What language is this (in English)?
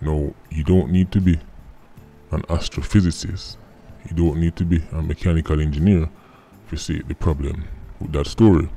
Jamaican Creole English